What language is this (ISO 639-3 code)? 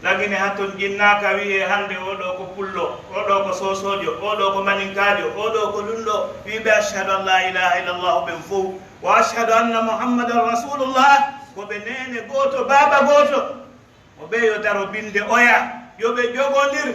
fuf